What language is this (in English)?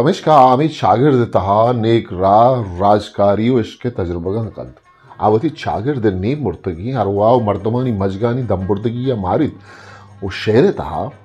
Eastern Balochi